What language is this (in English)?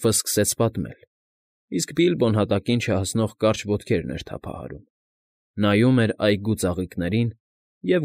Armenian